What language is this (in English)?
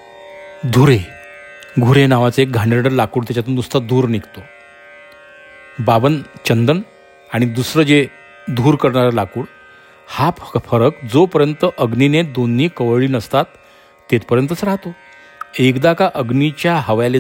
Marathi